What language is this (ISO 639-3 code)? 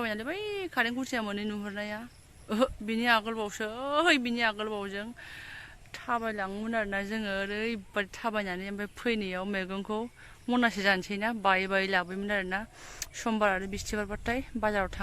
brx